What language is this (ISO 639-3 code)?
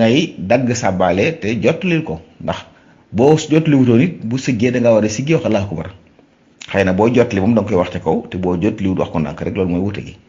wol